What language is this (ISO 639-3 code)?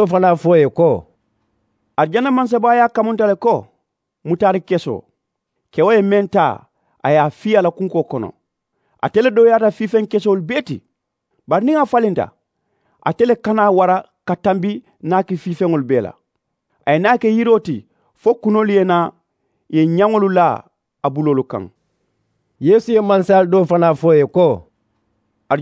man